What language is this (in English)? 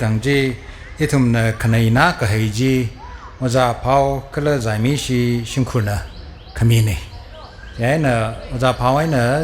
Tangkhul Naga (India)